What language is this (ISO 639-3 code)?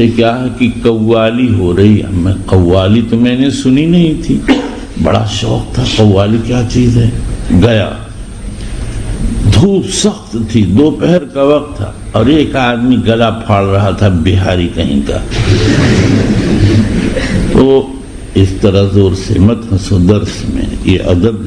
urd